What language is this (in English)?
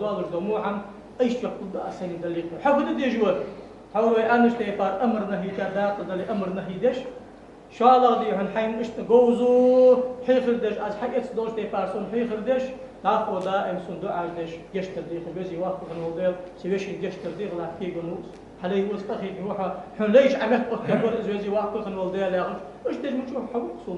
Ingush